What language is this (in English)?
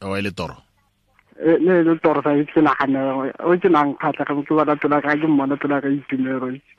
Tswana